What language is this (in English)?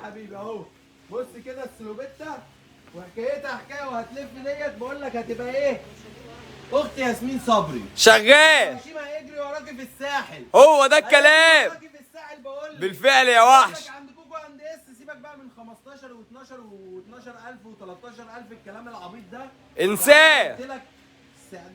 Egyptian Arabic